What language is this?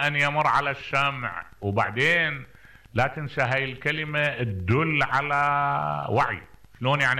Mesopotamian Arabic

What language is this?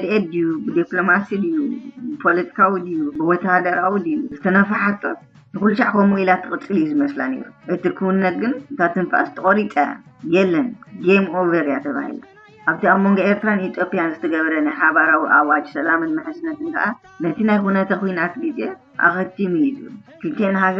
Tigrinya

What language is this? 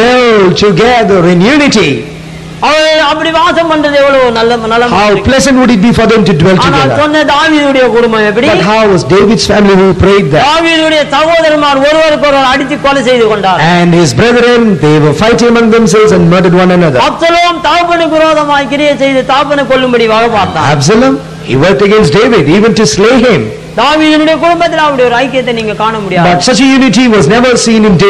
Tamil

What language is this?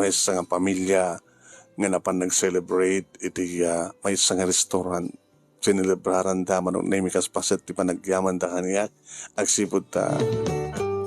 Iloko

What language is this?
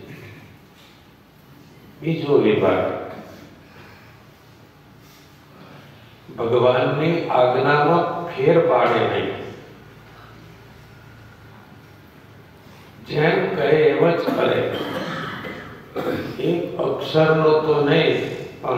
Gujarati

